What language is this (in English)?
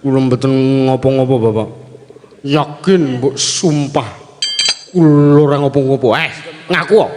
Javanese